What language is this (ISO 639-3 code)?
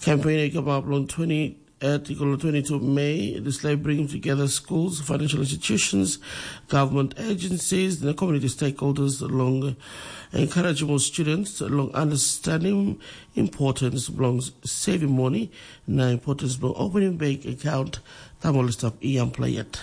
tpi